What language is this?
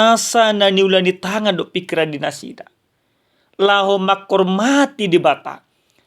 Batak Toba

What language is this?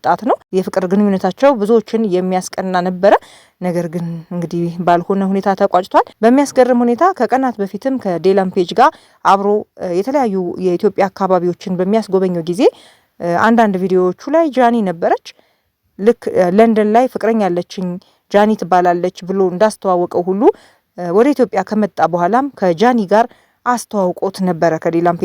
Amharic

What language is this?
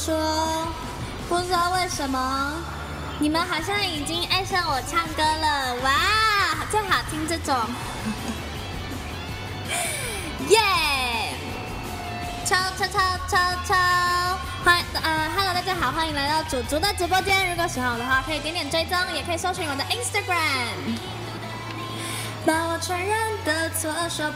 Chinese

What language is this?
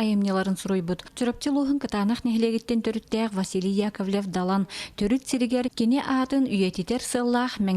Yakut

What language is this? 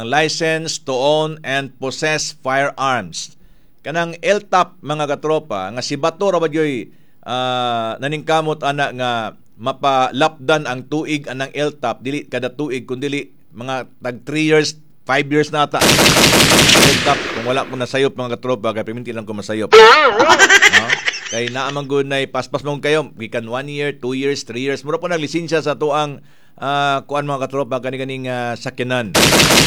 Cebuano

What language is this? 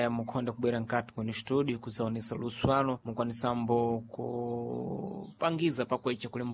Sena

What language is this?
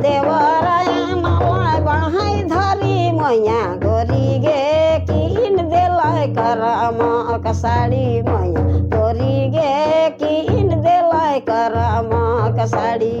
Sadri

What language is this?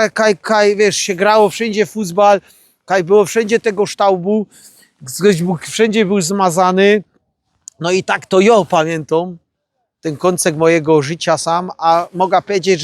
Silesian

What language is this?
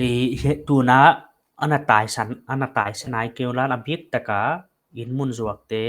Paite Chin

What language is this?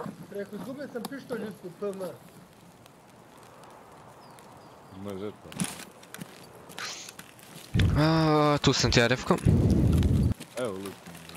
Croatian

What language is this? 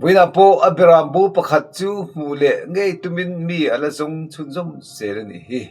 Mizo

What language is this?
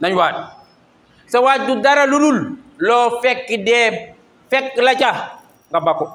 Wolof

